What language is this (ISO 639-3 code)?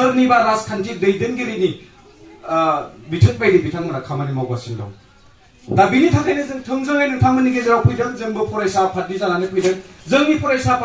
brx